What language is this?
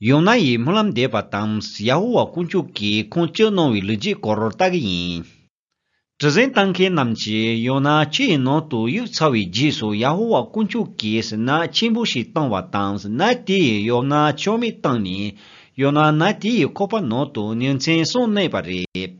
Tibetan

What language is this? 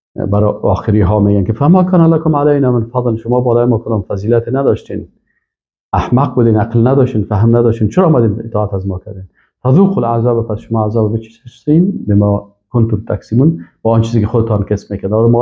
Persian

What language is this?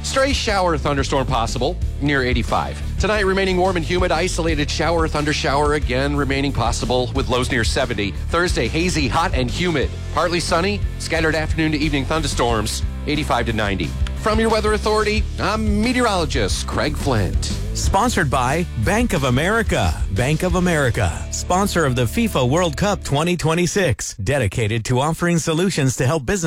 English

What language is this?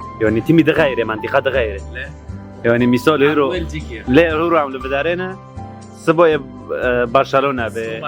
Kurdish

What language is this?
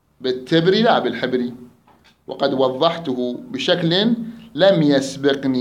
Mesopotamian Arabic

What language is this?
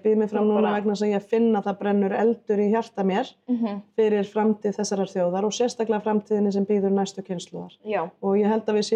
Icelandic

